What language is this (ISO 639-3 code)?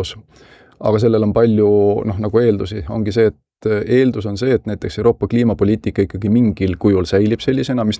est